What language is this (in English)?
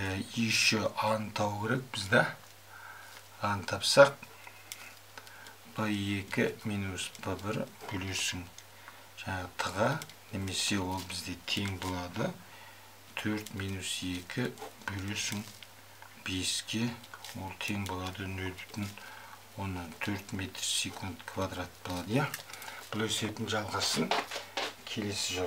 Kazakh